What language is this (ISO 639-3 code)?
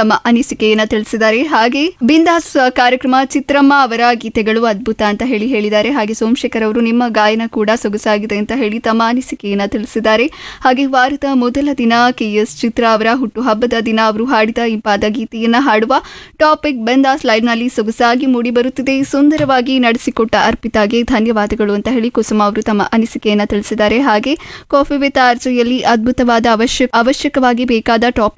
kan